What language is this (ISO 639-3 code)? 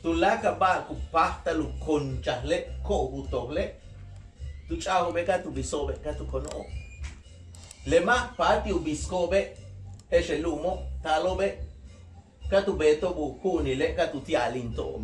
yua